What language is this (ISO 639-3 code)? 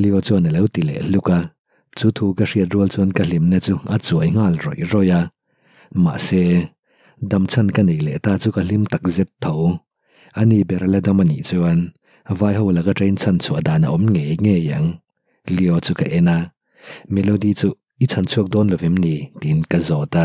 lus